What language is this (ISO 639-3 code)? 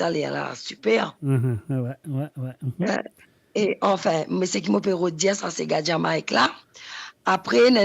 mfe